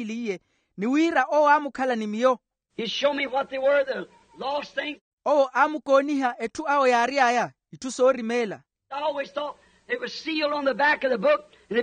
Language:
Makhuwa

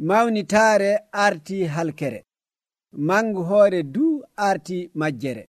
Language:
Nigerian Fulfulde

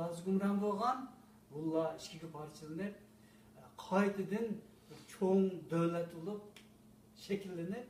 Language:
Uyghur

